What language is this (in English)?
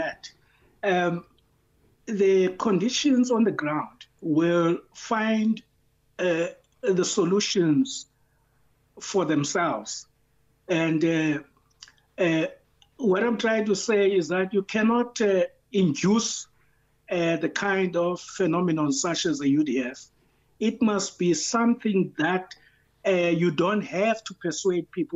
English